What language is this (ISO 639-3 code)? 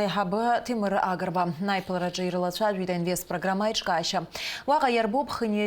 abk